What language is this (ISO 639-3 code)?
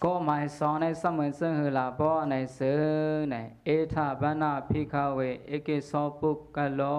shn